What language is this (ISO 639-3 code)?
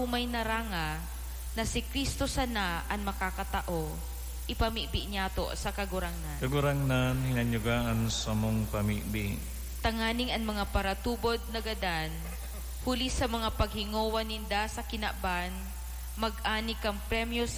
bik